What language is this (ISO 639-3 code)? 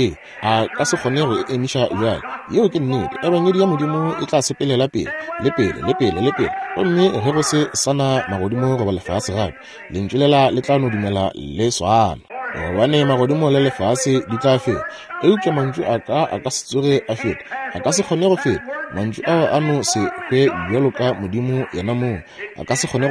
nso